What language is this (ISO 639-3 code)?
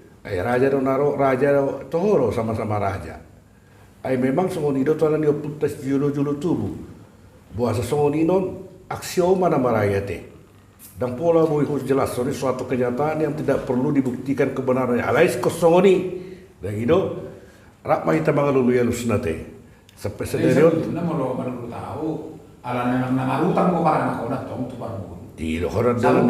bbc